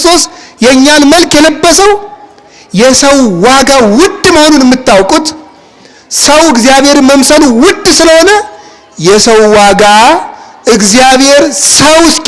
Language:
Amharic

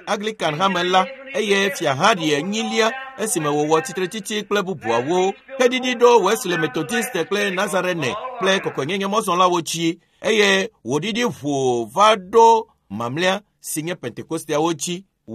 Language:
Ewe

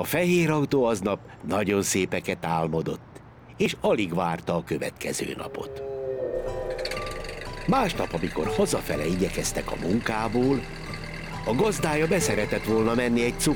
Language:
Hungarian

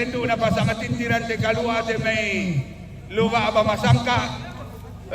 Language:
Toraja-Sa'dan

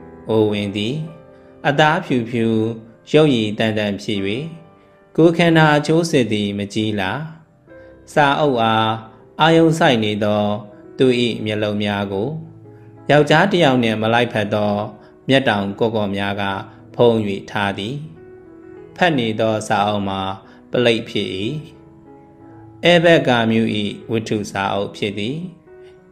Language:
Burmese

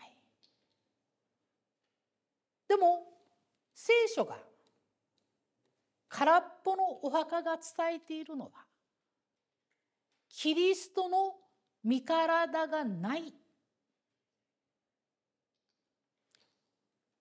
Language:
Japanese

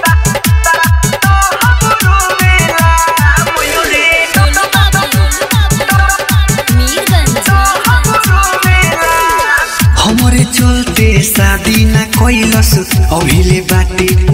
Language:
Bhojpuri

